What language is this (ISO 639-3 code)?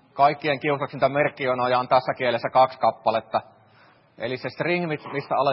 fin